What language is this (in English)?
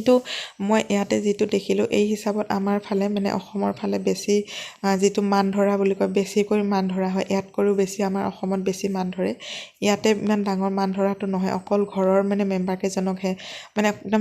Assamese